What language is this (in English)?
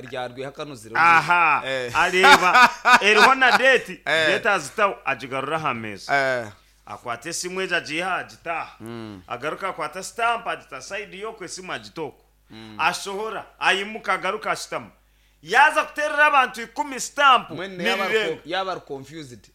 Nyankole